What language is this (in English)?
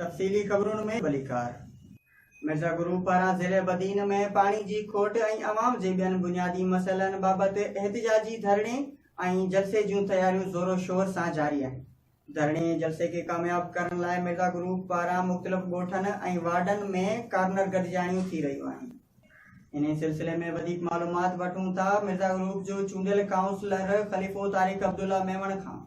Sindhi